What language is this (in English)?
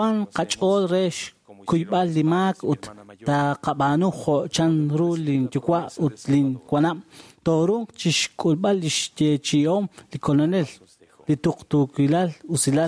Kekchí